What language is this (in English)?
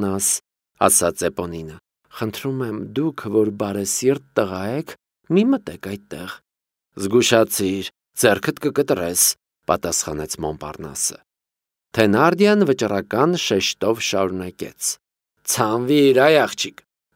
Armenian